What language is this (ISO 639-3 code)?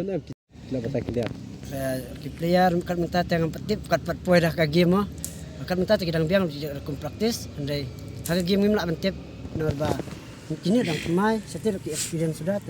kha